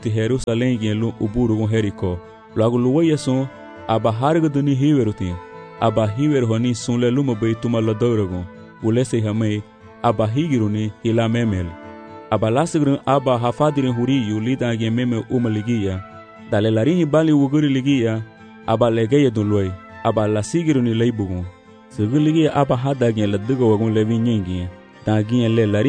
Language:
Garifuna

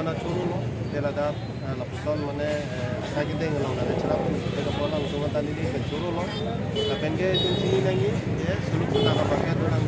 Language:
Karbi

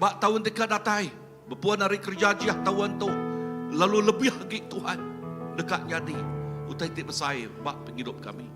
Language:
Iban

